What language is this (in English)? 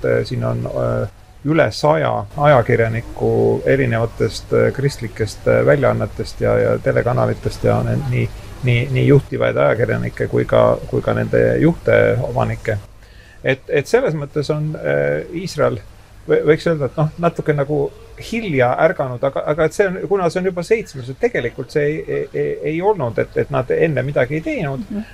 Estonian